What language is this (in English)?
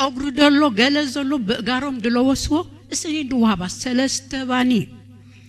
Tigrinya